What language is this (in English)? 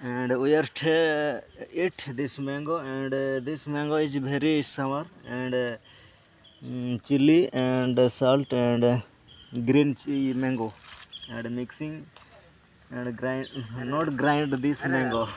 Santali